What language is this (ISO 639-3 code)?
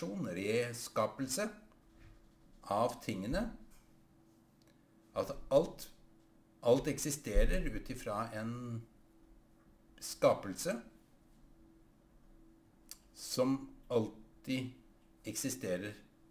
nor